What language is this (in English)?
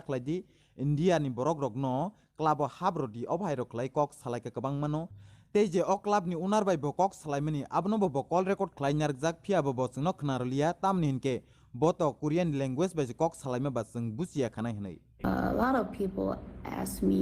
Kok Borok